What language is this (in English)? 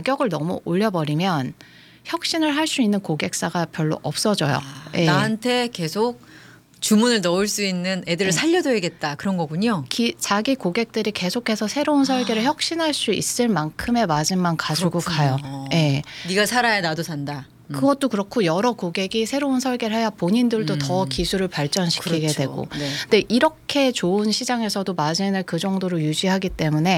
Korean